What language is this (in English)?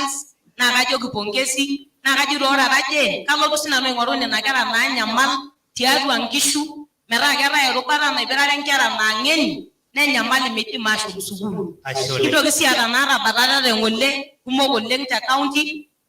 Masai